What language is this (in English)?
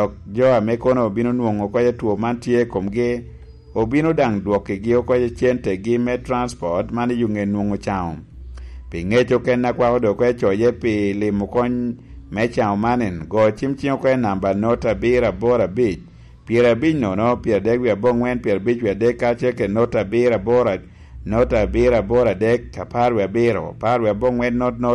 Lango (Uganda)